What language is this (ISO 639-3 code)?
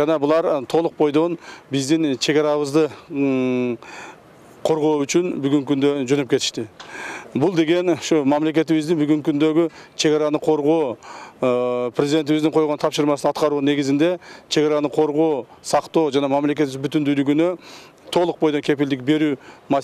kir